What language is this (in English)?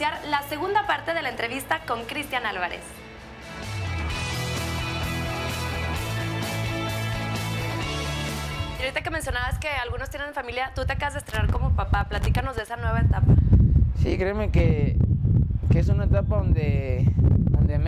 Spanish